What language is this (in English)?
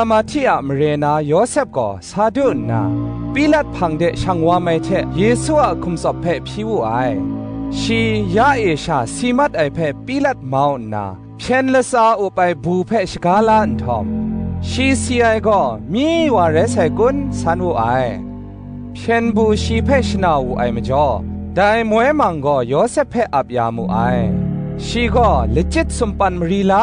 Kachin